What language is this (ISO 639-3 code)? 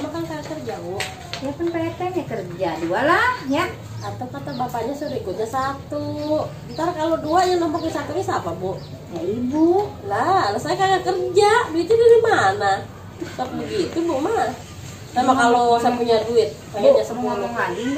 bew